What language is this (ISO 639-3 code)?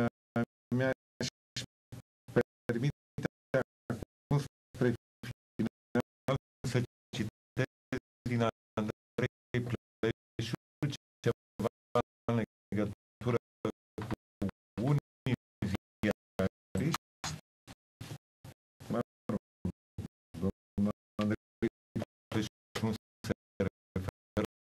ron